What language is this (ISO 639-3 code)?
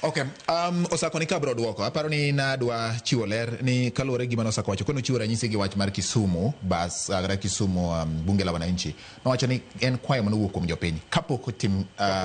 luo